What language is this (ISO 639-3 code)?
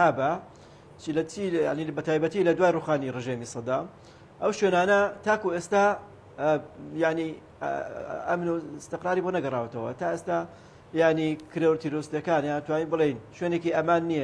ckb